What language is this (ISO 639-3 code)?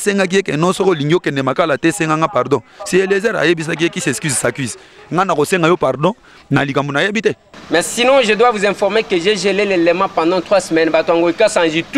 lin